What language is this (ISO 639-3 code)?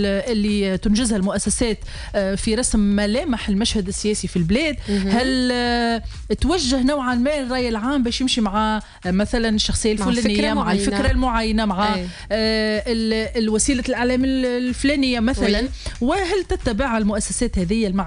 aeb